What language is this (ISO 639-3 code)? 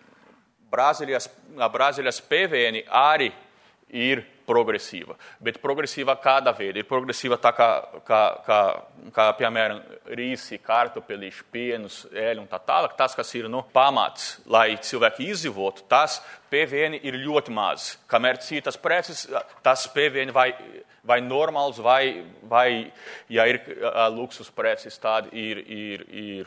lav